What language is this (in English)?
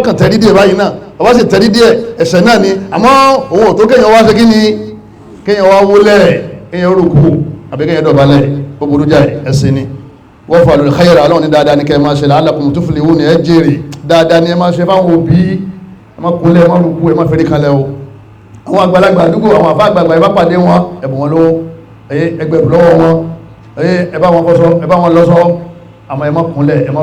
Yoruba